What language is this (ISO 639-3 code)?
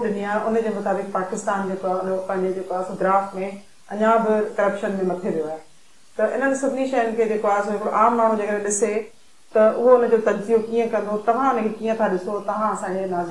snd